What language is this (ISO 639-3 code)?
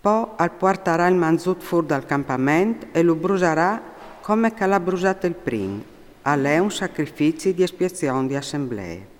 fur